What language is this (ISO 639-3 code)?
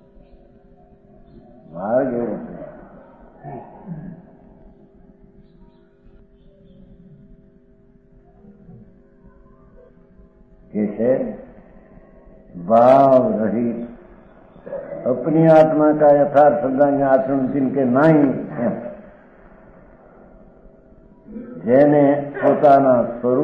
guj